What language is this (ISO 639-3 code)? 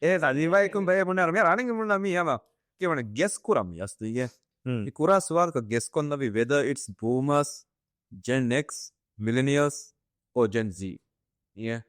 div